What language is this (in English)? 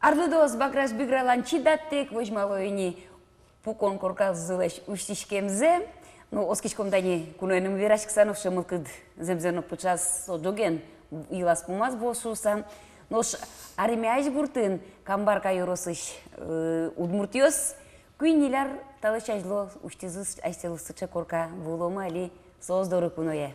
Udmurt